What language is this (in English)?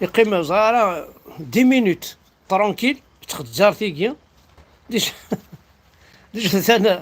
Kabyle